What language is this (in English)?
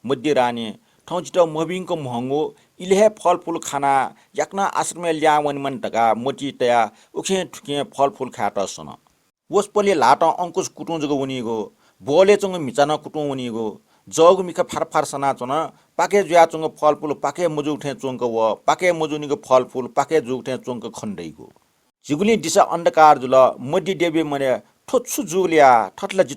Newari